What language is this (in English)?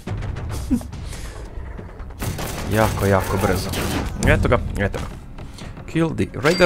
Croatian